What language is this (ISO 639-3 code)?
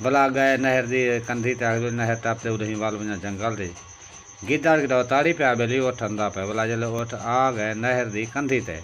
skr